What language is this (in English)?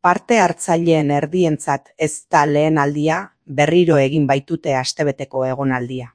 Basque